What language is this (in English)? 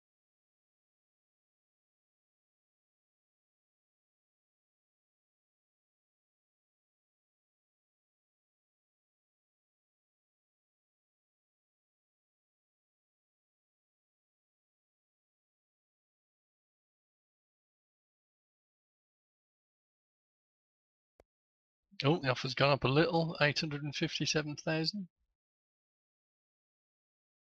English